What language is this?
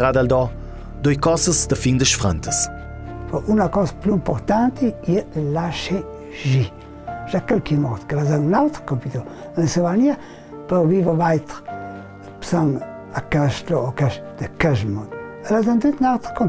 Ladin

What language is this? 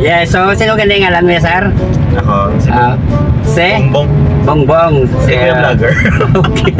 Hiligaynon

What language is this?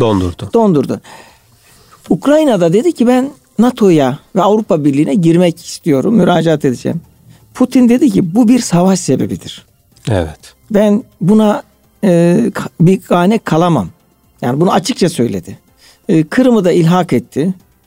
Turkish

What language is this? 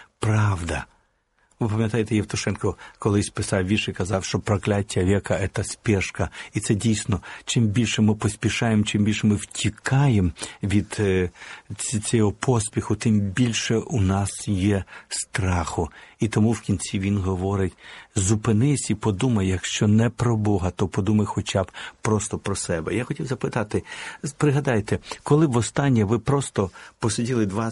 Ukrainian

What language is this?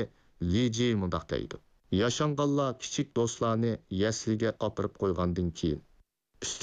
Uyghur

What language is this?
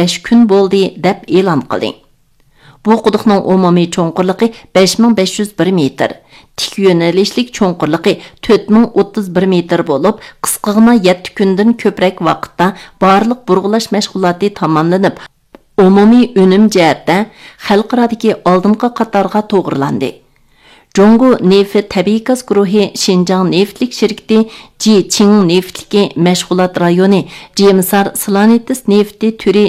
Uyghur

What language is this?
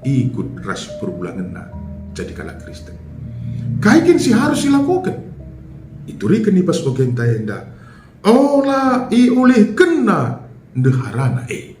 Batak Karo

